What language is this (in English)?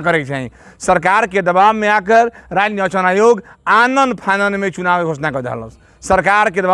Bhojpuri